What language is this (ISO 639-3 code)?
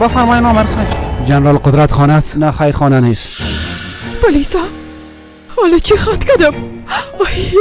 fas